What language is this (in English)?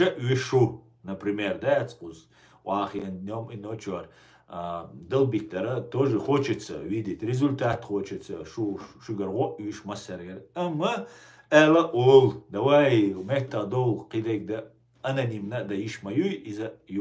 Chechen